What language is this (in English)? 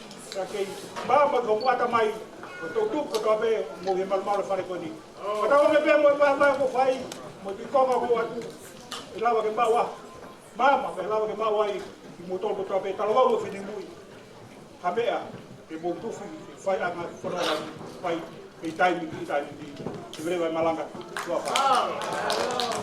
Tongan